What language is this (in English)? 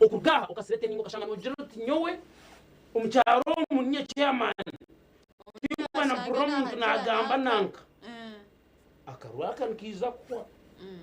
Nyankole